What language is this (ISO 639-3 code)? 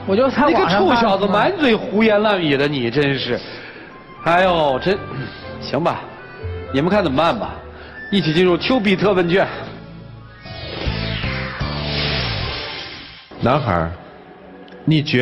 zho